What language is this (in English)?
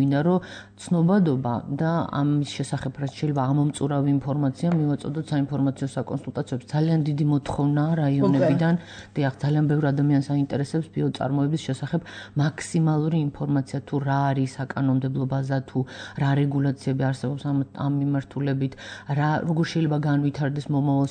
Georgian